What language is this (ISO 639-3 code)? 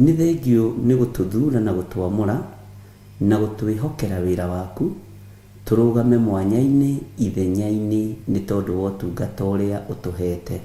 kik